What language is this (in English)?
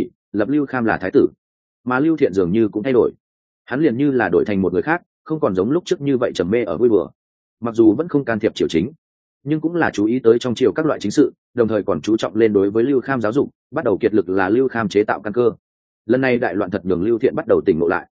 Vietnamese